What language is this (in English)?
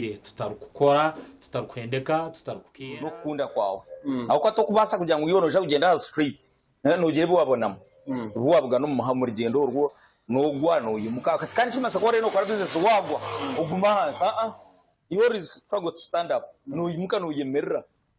Nyankole